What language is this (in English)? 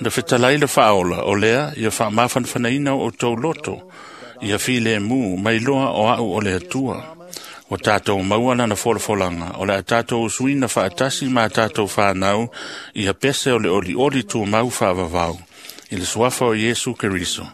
Samoan